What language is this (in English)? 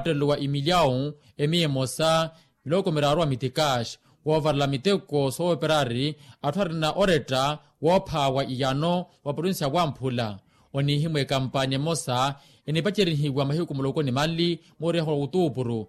Makhuwa